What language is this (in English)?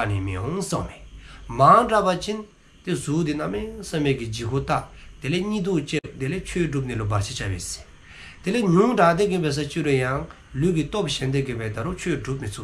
Dzongkha